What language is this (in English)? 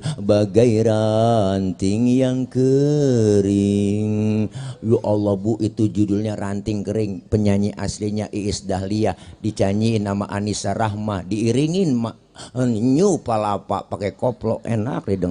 Betawi